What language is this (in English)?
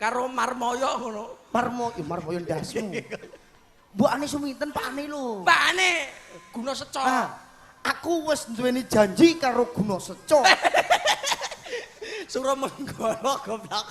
Javanese